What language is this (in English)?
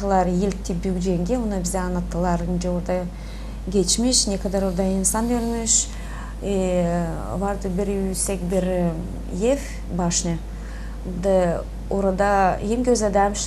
Gagauz